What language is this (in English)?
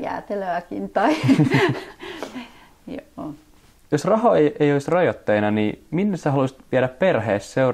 Finnish